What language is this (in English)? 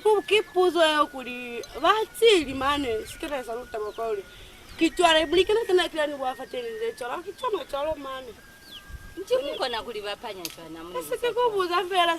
Lozi